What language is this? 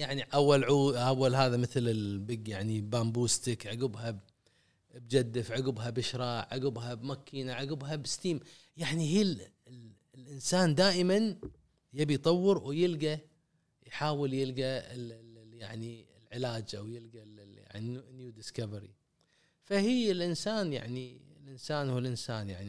Gulf Arabic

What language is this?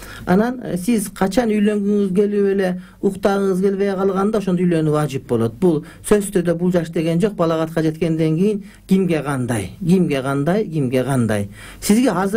Kyrgyz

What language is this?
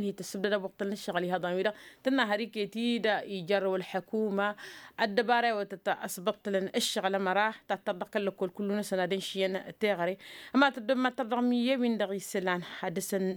Tamasheq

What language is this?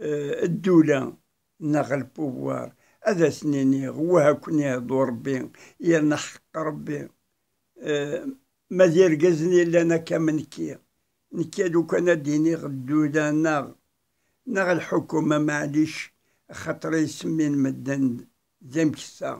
Kabyle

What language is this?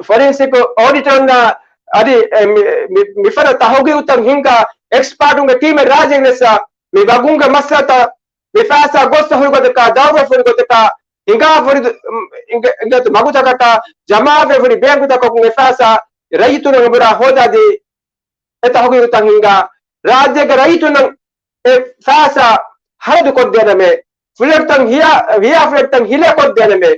Divehi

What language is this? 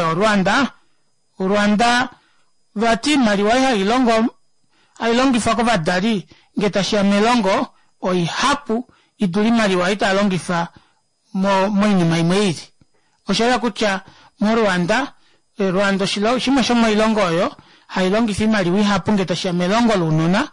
Kuanyama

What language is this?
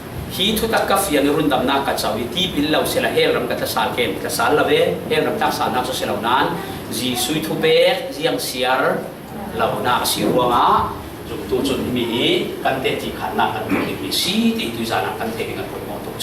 Falam Chin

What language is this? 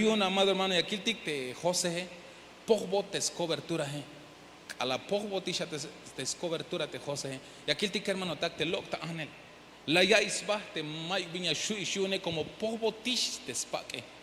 Tzeltal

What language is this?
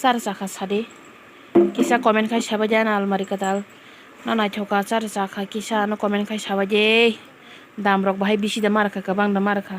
Kok Borok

